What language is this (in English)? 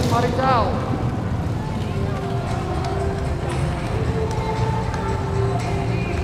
Afrikaans